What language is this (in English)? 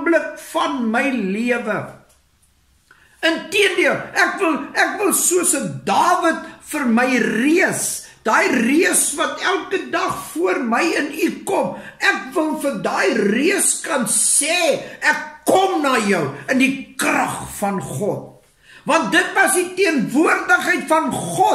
Afrikaans